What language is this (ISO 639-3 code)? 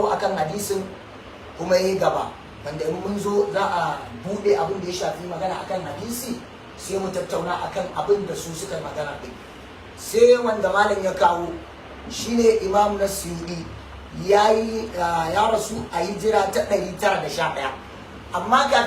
hau